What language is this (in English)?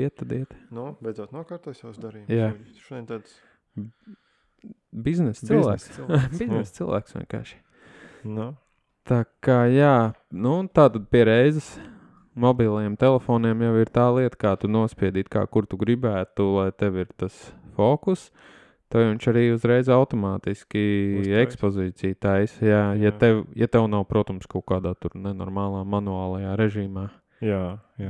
Latvian